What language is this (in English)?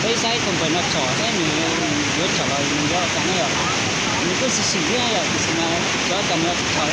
Hmong